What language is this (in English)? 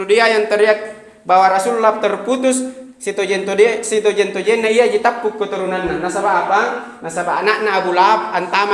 Makasar